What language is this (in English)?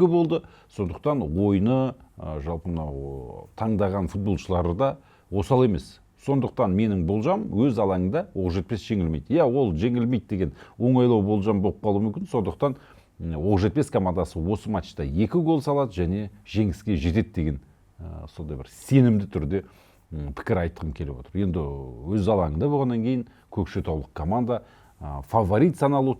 Kazakh